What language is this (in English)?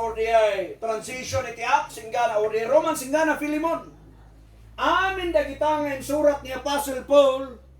Iloko